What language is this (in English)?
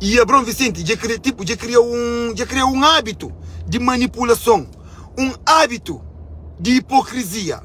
Kabuverdianu